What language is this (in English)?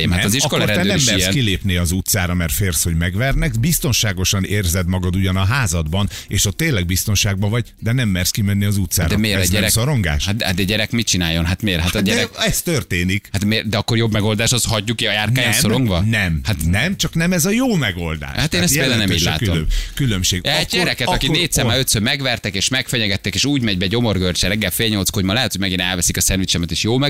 Hungarian